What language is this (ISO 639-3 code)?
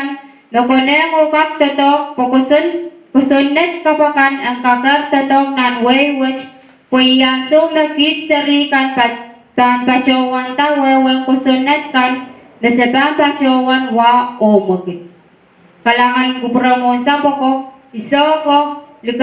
pon